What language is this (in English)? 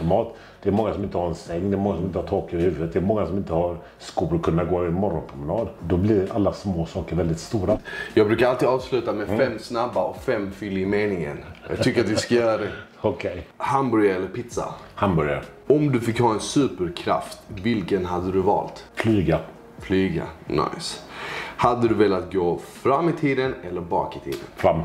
Swedish